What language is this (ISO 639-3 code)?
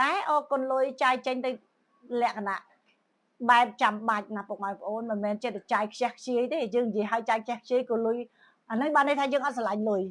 khm